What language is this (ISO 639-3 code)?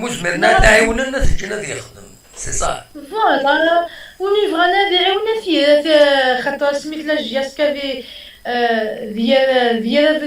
kab